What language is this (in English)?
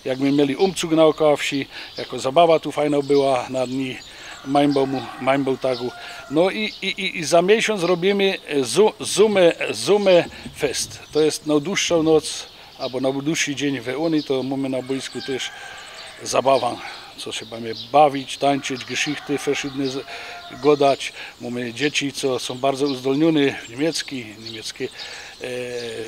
Silesian